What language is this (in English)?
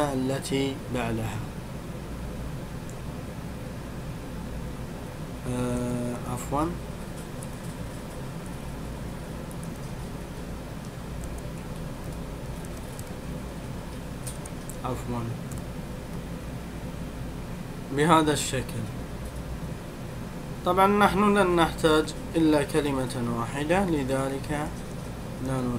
Arabic